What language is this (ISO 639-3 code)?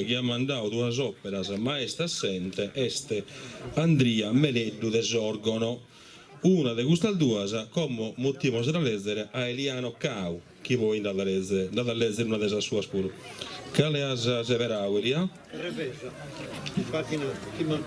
srd